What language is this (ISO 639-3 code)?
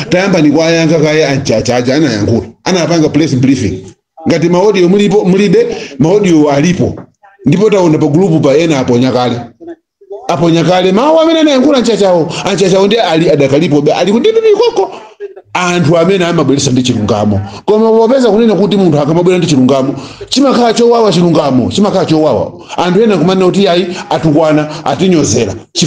nya